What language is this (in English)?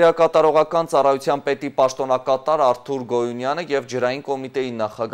Armenian